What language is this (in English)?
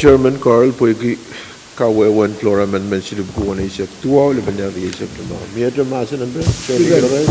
Pohnpeian